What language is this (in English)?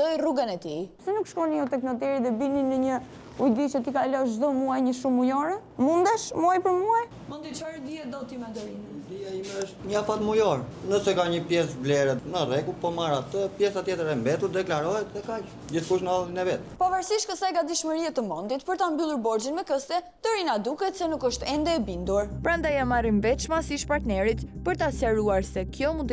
Albanian